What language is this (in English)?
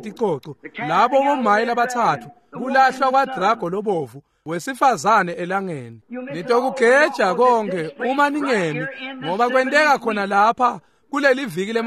Swati